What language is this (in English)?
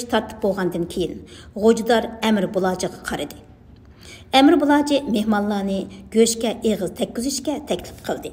Uyghur